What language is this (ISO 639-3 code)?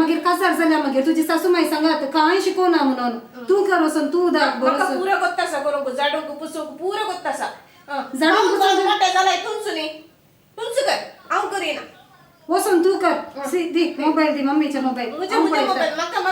kok